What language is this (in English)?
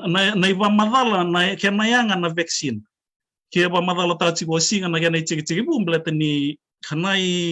Fijian